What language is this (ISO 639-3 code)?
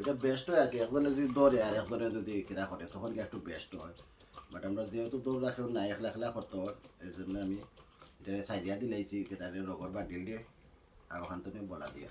syl